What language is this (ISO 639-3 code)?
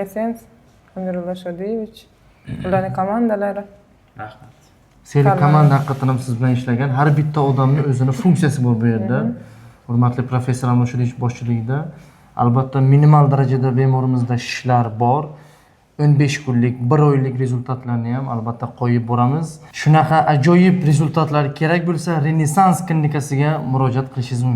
uzb